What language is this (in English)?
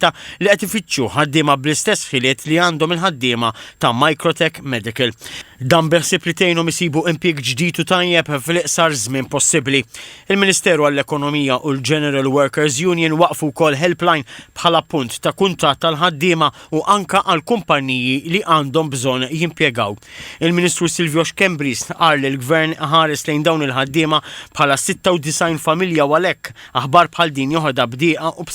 Maltese